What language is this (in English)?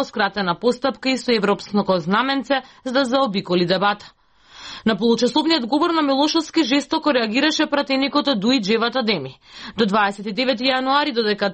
Macedonian